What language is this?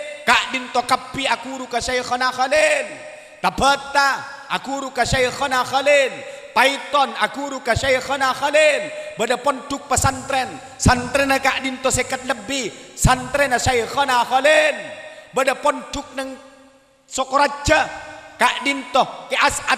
Madurese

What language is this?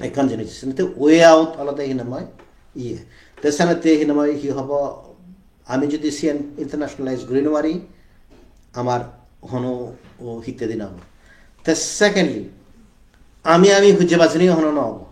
Chakma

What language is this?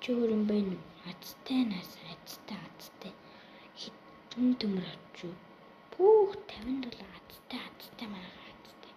Mongolian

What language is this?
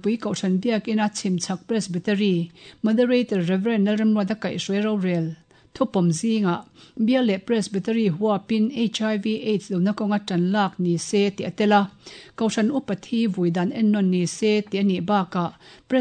Mizo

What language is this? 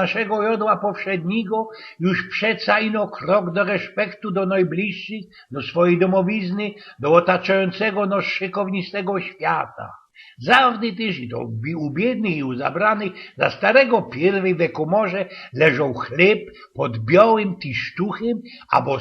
Silesian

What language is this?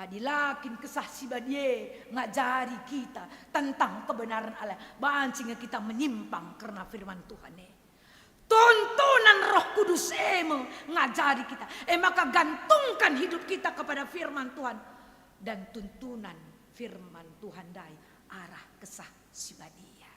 Batak Karo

